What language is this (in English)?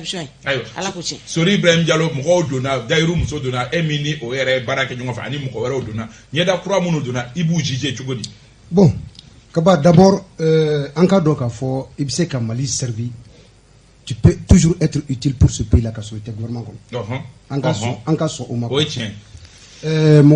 Bambara